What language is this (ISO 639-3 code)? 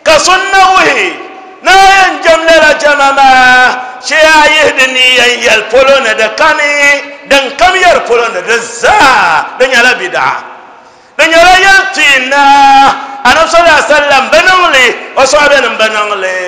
dag